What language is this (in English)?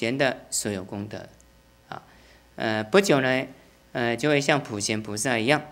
Chinese